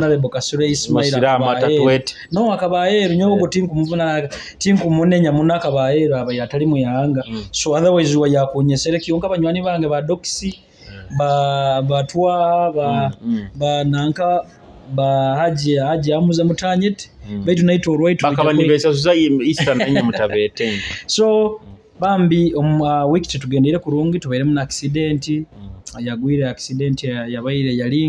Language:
Nyoro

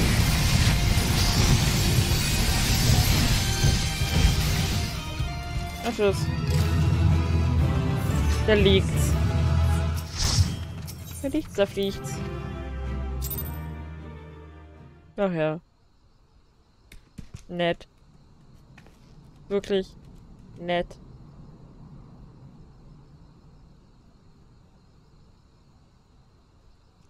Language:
German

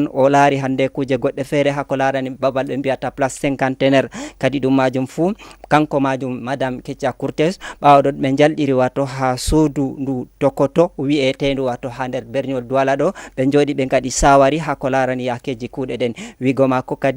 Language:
Fula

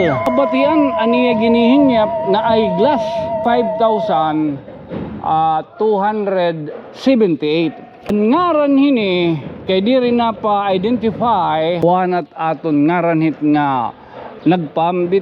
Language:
Waray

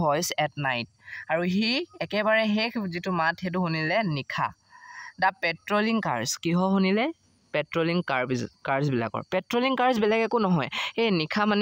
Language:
Assamese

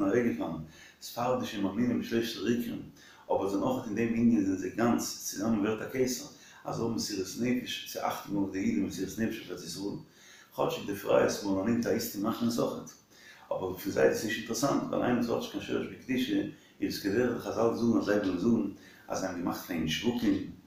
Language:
Yiddish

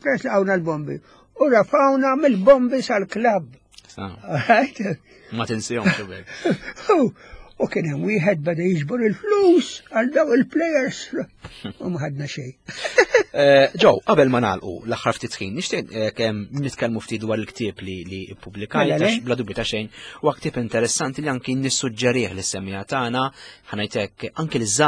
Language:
Maltese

